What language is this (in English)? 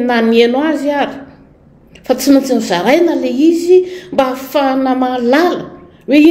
Malagasy